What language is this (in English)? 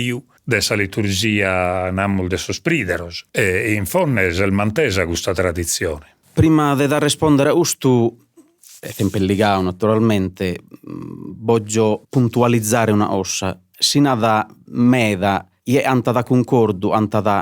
Sardinian